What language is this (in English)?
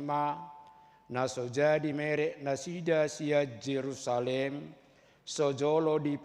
Batak Toba